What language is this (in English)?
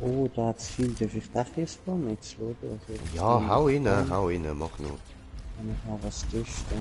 Swiss German